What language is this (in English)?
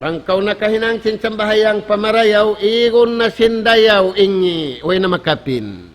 Tausug